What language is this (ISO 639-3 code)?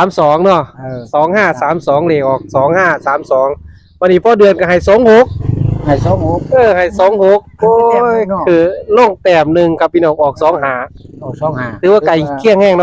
tts